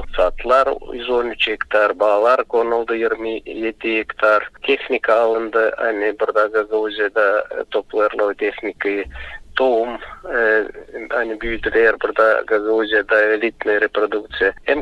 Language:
Gagauz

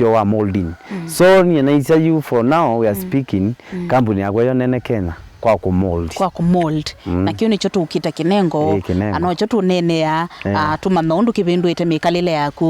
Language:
Kamba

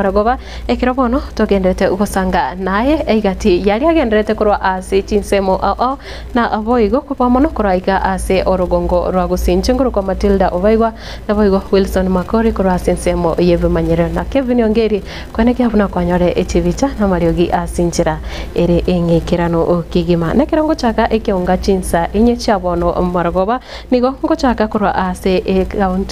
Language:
Gusii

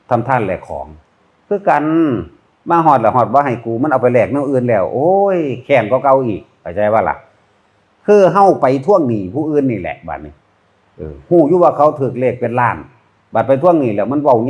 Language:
Northeastern Thai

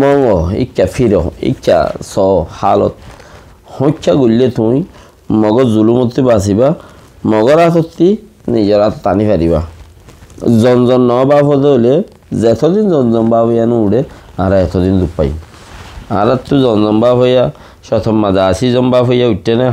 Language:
Rohingya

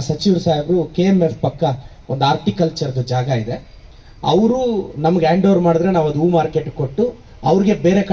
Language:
Kannada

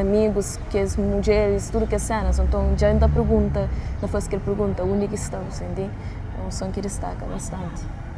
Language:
Kabuverdianu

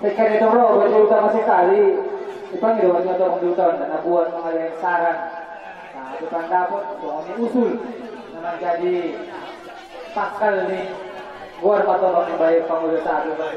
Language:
Batak Angkola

